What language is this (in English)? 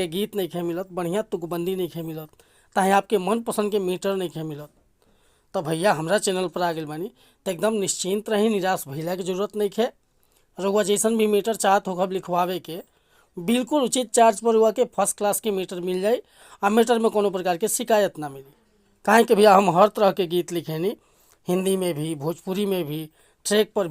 Bhojpuri